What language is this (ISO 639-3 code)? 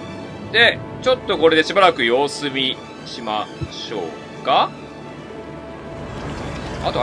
jpn